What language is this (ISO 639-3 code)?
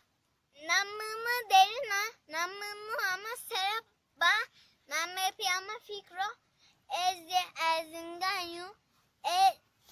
zza